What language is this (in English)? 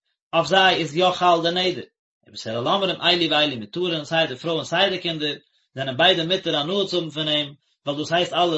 Yiddish